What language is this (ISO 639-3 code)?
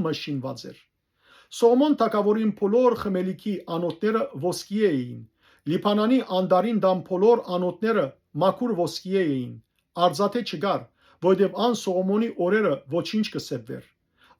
hyw